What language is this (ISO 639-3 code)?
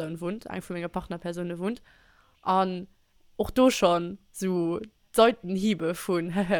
ltz